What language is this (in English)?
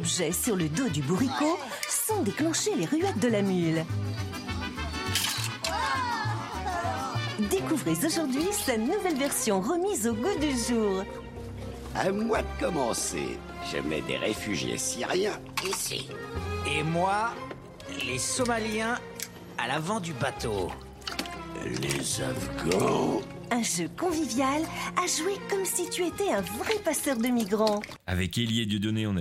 French